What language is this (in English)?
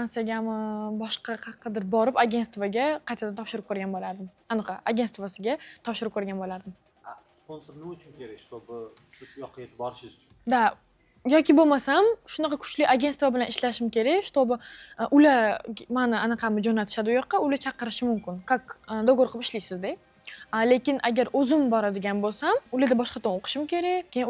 Uzbek